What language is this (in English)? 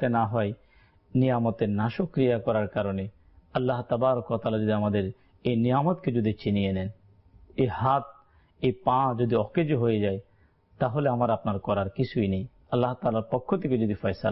Bangla